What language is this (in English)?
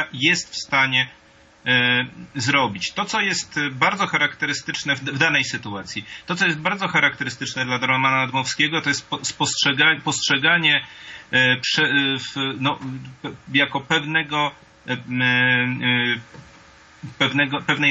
Polish